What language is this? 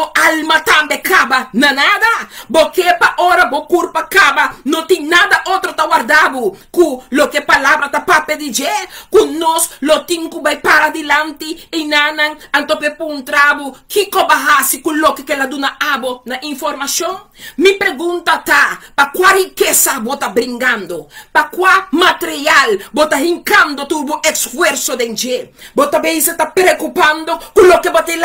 Papiamento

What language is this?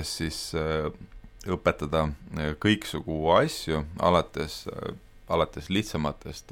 Estonian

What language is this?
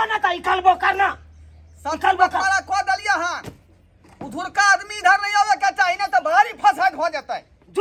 Maithili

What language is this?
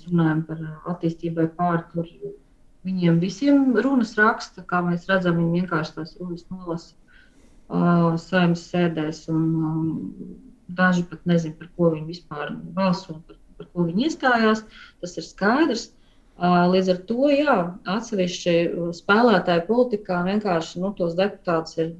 Latvian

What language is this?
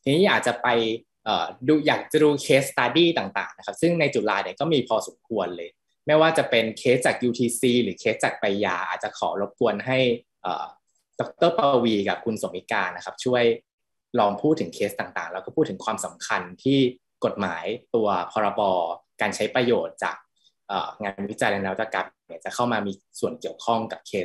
Thai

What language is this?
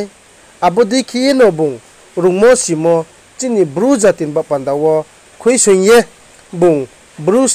Riang (India)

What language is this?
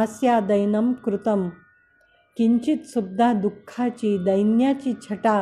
Marathi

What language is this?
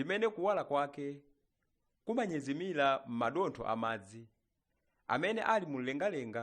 Nyanja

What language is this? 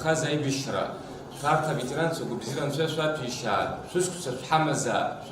Abkhazian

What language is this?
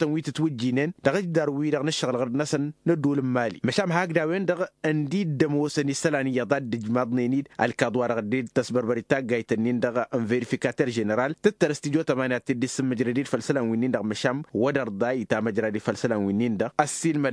Tamasheq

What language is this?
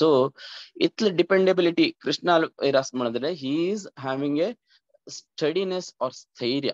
Konkani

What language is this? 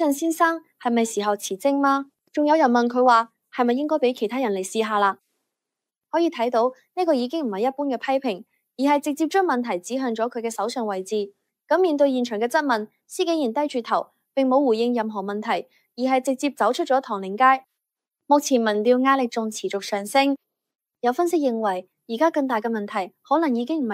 Cantonese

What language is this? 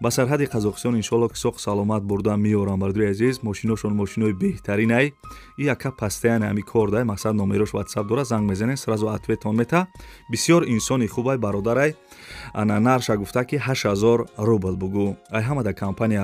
Tajik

